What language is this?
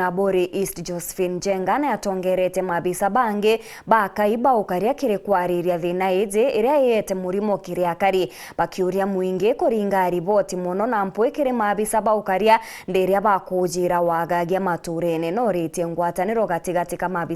Meru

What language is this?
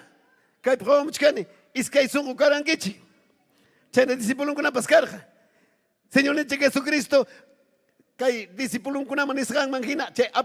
Ayacucho Quechua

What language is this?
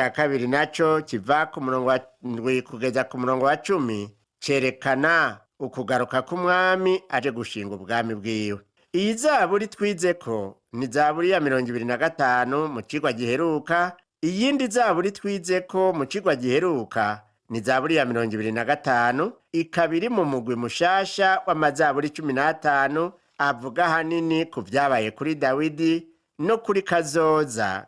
Rundi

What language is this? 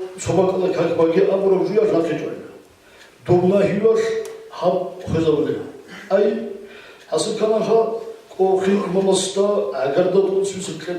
Avaric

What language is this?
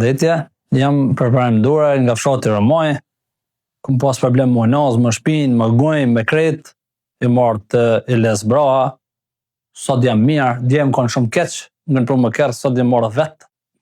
Albanian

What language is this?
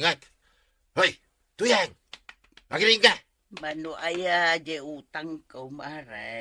Iloko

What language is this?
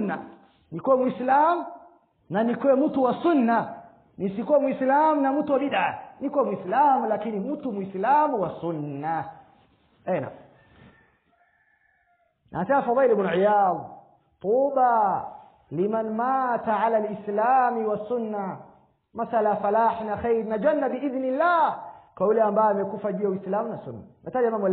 Swahili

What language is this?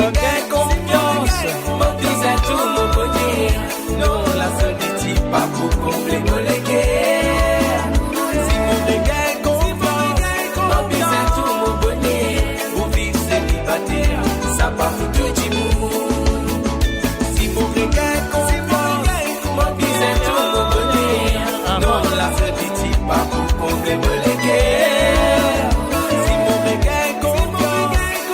Morisyen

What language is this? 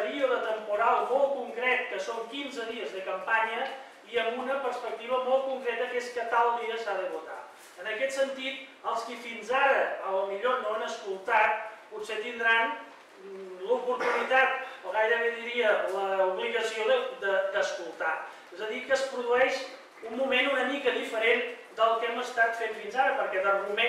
Catalan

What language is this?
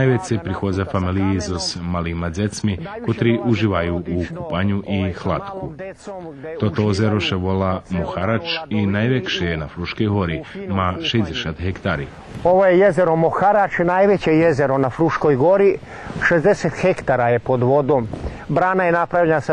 Rusyn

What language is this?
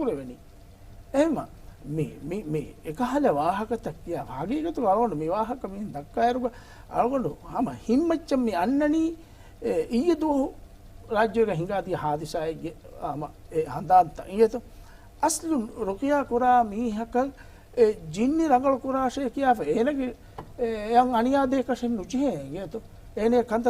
Divehi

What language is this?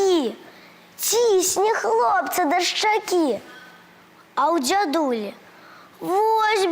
Belarusian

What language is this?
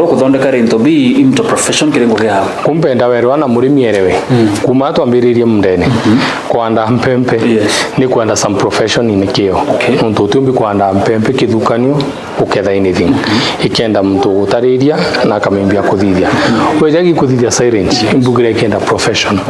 Meru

